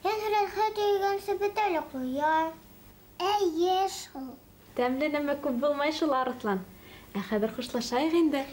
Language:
Bashkir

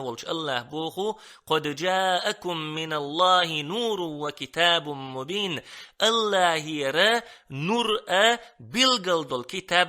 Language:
Chechen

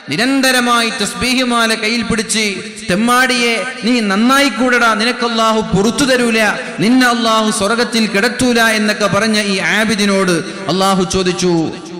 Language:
Malayalam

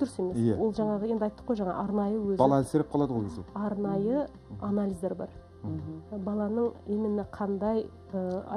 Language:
Kazakh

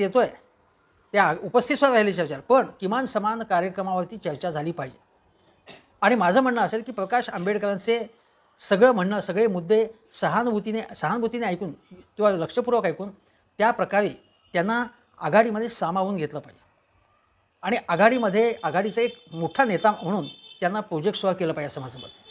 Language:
Marathi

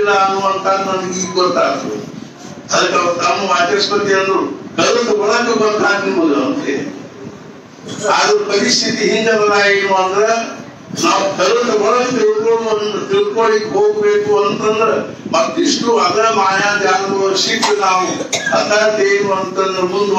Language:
Kannada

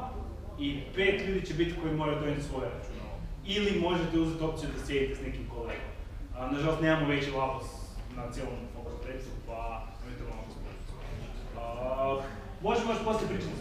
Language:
Croatian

